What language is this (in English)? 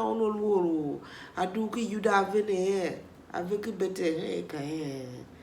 Tiv